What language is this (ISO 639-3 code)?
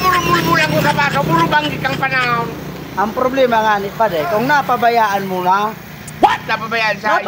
bik